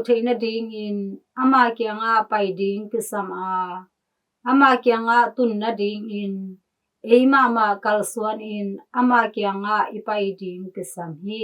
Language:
Tedim Chin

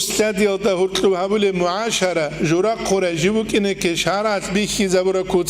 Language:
Avaric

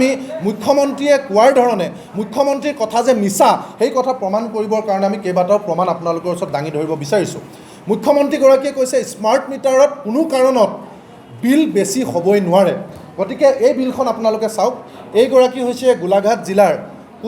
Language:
Assamese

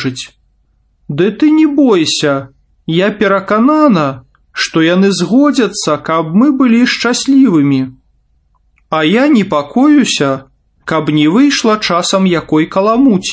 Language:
Belarusian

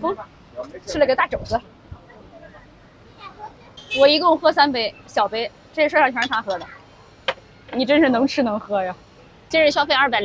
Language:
Chinese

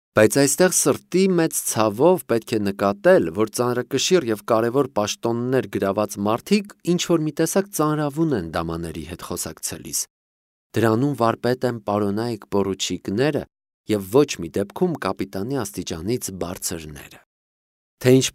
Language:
Armenian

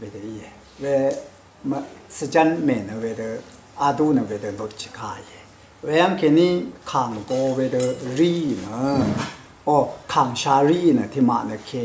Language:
Rawang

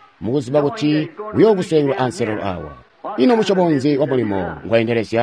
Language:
Tonga (Zambia)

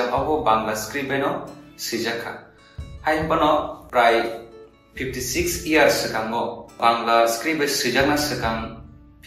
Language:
Kok Borok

